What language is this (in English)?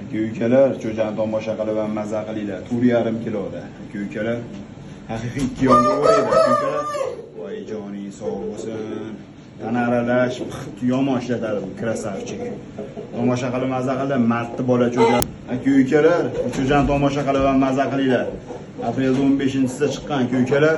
Uzbek